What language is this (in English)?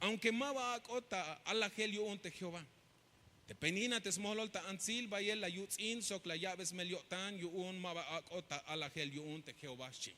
Tzeltal